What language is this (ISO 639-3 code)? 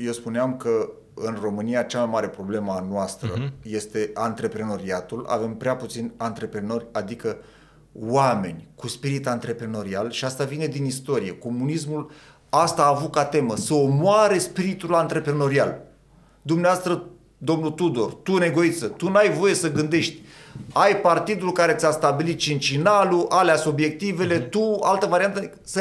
ron